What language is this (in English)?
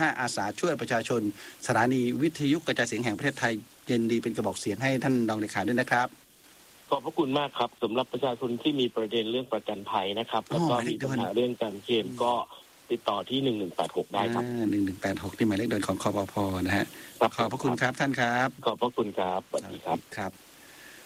Thai